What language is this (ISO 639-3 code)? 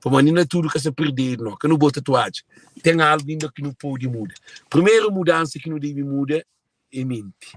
kea